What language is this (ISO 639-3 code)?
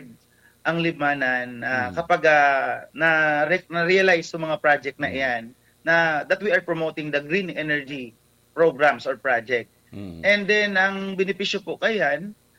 bik